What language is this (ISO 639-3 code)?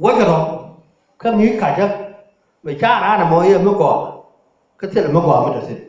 nus